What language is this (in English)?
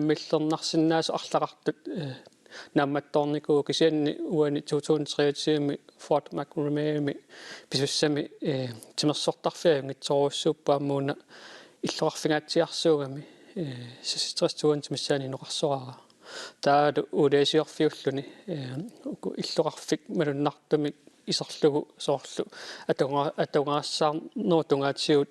Kalaallisut